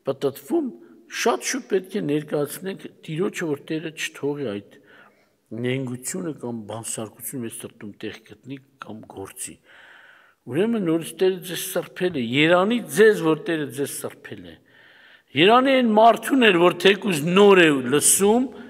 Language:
Armenian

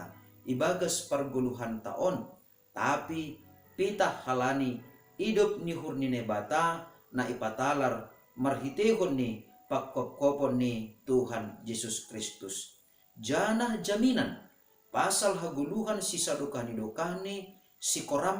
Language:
Batak Simalungun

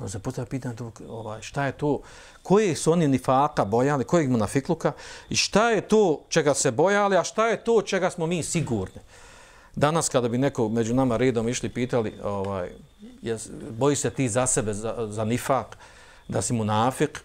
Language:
Bosnian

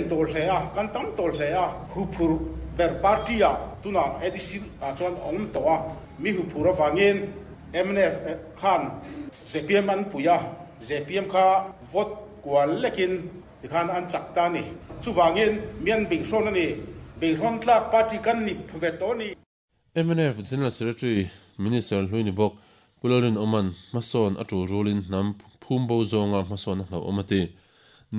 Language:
Mizo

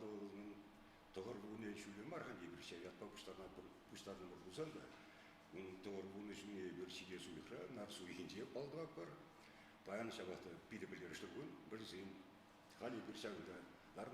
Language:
Chuvash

